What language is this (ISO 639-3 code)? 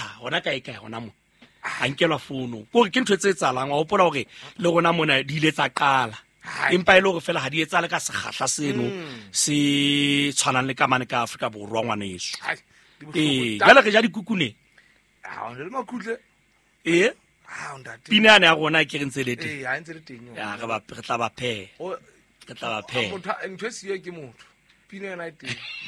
sot